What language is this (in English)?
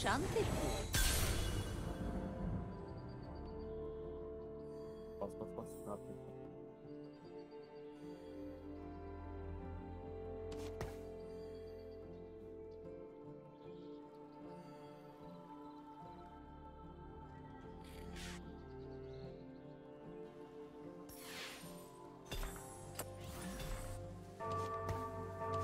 Turkish